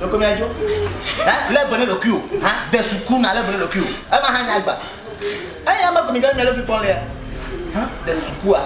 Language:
Ewe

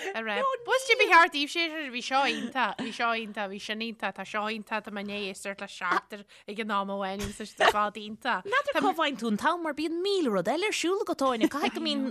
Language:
Irish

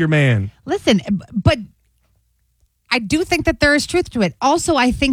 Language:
English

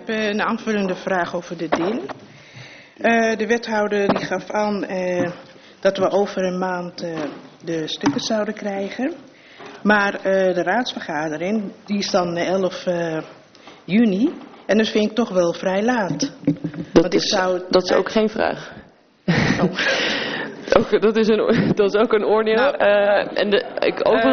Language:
Dutch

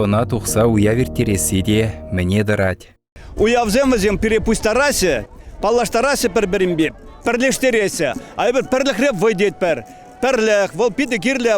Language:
Chuvash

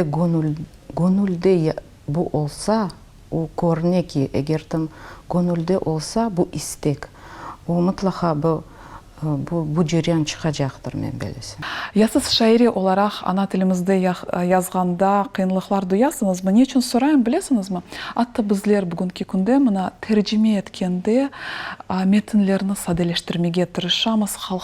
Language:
Crimean Tatar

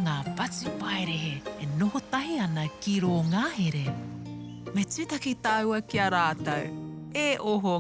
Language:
Māori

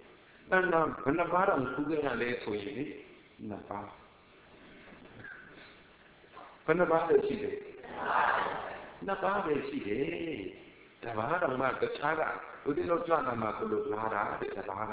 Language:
Burmese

